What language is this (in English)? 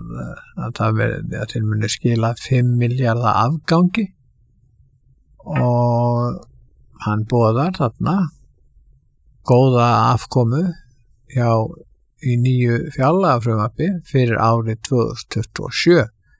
Icelandic